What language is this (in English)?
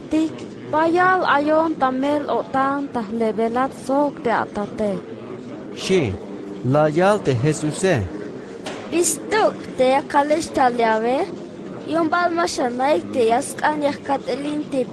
Tzeltal